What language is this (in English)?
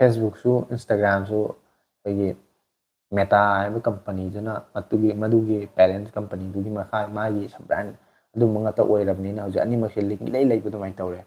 Manipuri